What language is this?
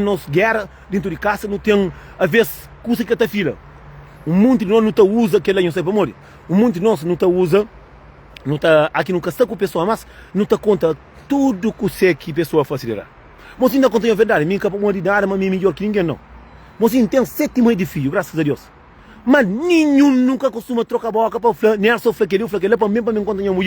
Kabuverdianu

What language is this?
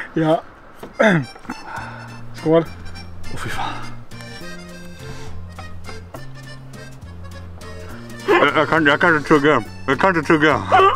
Swedish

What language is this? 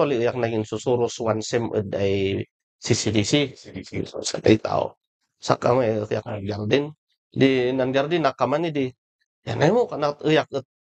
Kankanaey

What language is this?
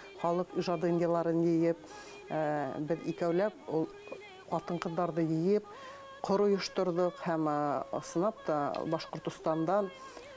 Bashkir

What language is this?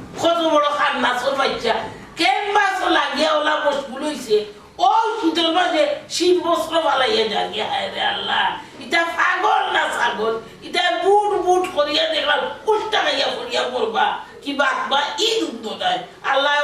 Sylheti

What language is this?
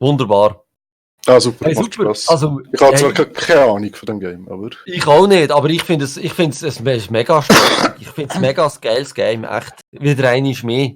Swiss German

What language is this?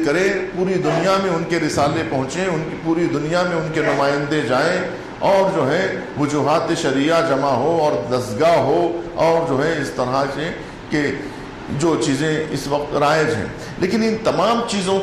Urdu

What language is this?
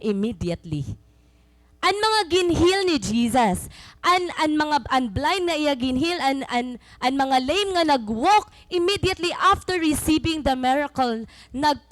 Waray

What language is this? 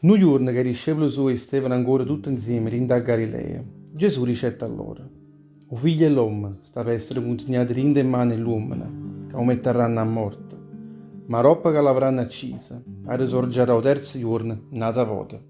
Neapolitan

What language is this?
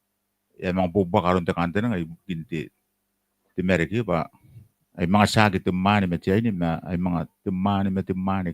Gilbertese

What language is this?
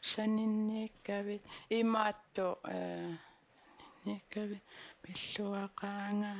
Kalaallisut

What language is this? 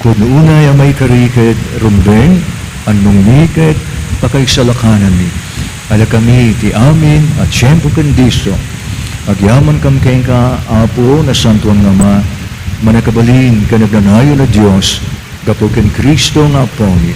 Iloko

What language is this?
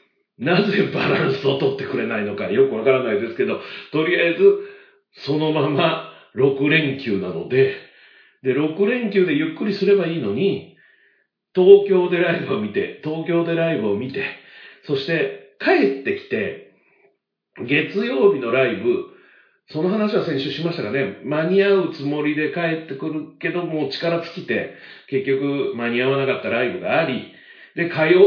Japanese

